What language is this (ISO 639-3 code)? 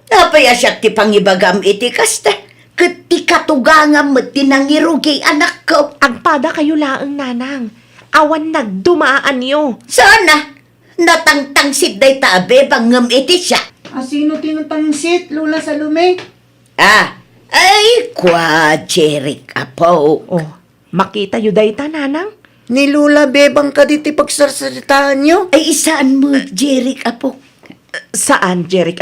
ilo